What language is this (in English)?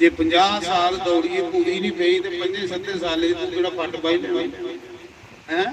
Dogri